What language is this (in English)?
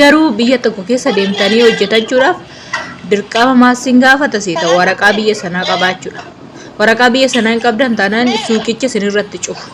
Oromo